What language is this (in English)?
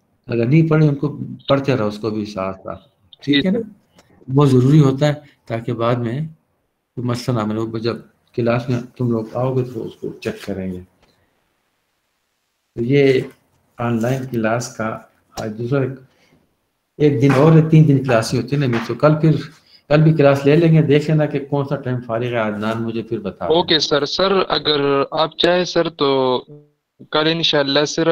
Urdu